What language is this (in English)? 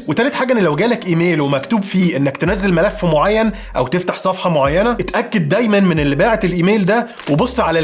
Egyptian Arabic